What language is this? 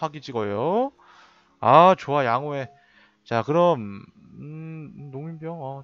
Korean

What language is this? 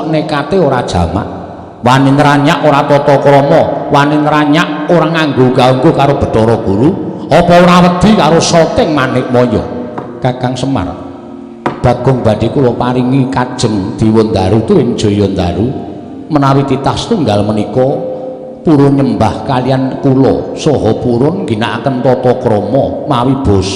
Javanese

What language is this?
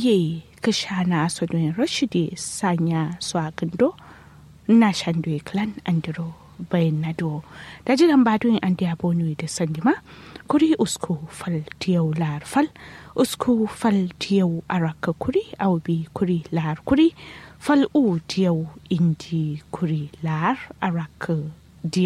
Kanuri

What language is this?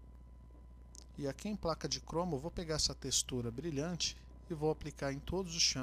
Portuguese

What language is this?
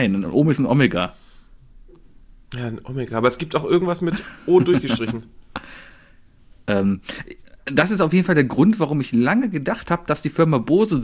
German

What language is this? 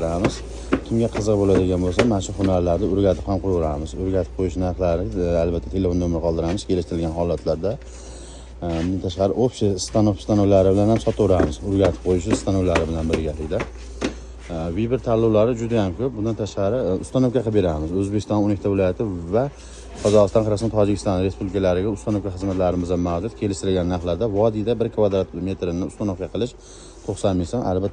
Uzbek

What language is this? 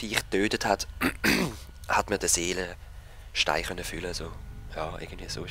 Swiss German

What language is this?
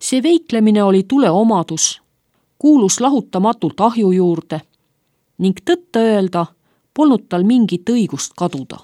Estonian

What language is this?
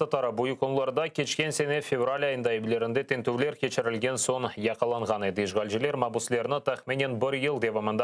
Crimean Tatar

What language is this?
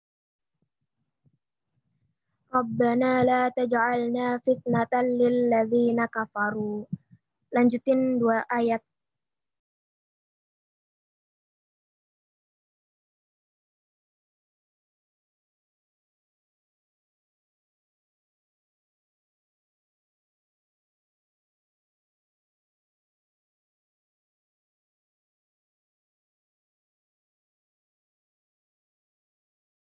Indonesian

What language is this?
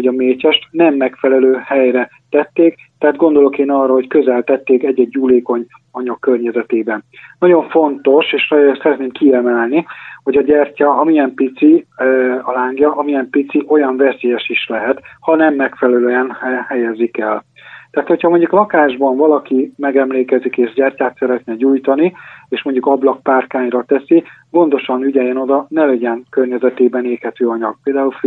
Hungarian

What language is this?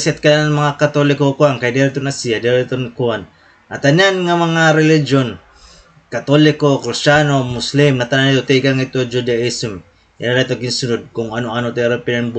Waray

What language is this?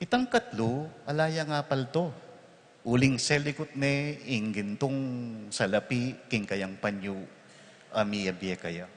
Pampanga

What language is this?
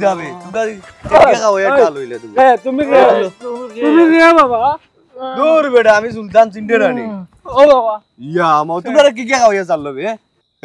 Sylheti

